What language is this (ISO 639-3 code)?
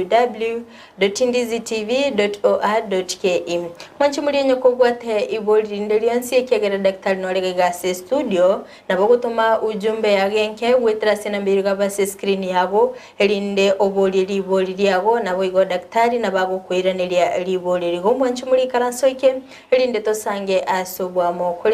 guz